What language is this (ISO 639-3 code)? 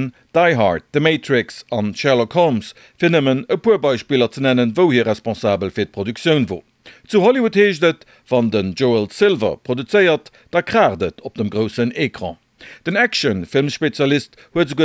ltz